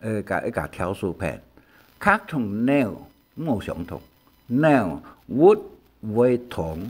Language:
Hakka Chinese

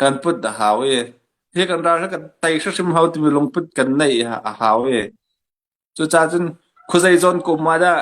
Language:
Hakha Chin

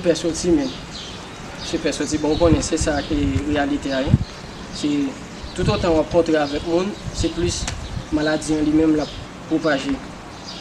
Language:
Haitian Creole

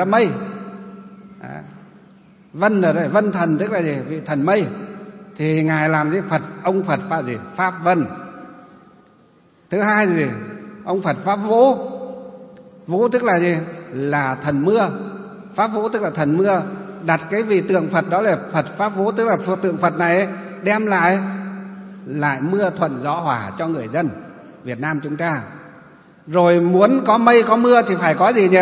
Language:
Vietnamese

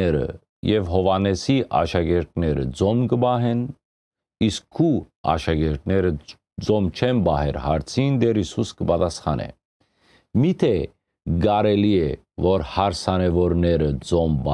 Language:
Western Armenian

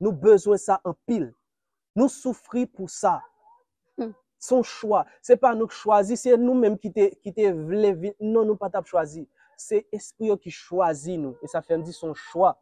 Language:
Haitian Creole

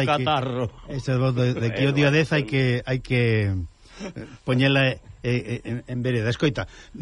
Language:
Galician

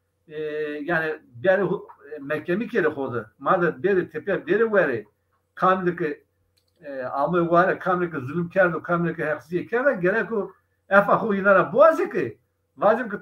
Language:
Zaza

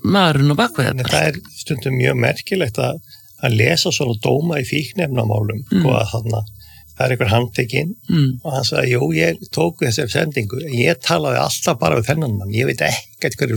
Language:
Icelandic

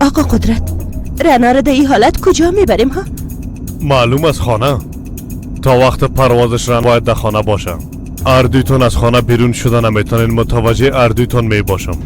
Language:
Persian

